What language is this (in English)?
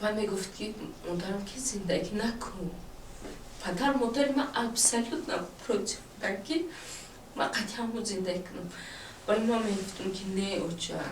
Tajik